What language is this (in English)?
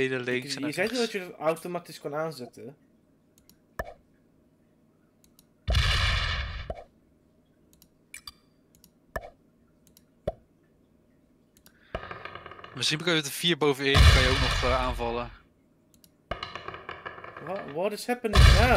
Dutch